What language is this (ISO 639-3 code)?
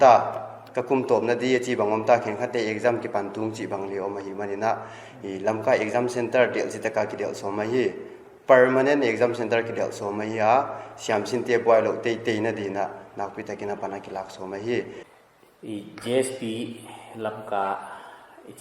pck